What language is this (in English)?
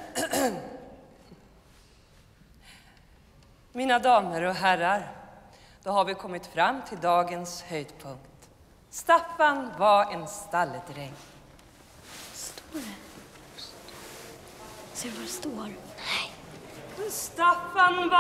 Swedish